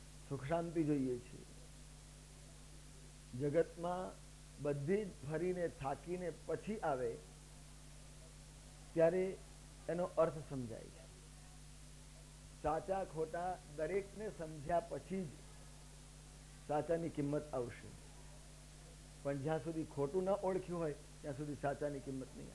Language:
Gujarati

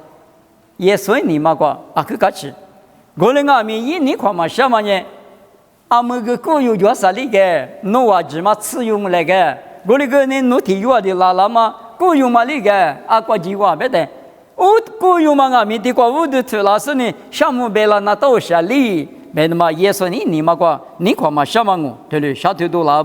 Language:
Lisu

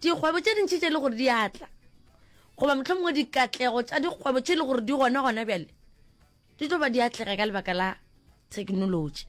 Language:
Northern Sotho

